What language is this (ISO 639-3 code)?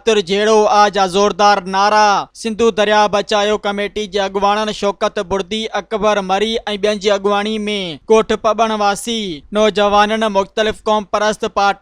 snd